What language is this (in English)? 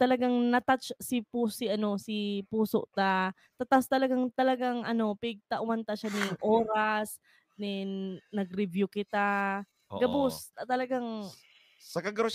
Bikol